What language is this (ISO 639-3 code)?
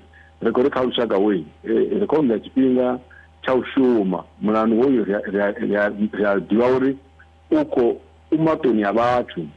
ven